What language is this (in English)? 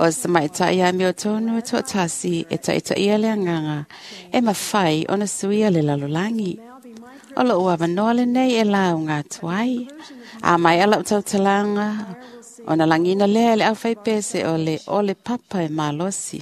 Samoan